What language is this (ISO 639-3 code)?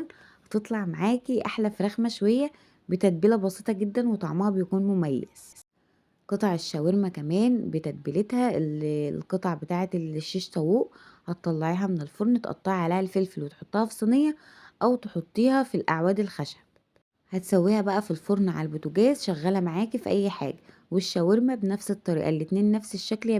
arz